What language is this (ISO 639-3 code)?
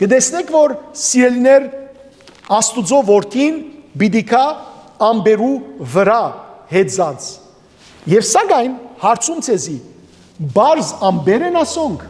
hyw